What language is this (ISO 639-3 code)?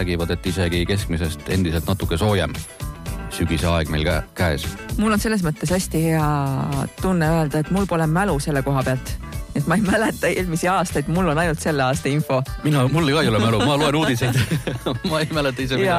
est